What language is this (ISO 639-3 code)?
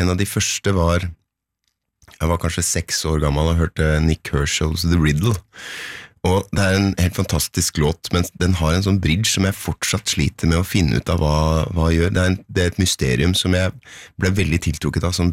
nor